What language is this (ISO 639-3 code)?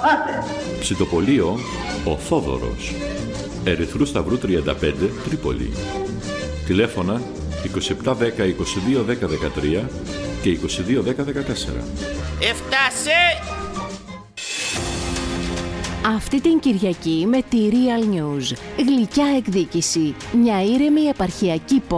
ell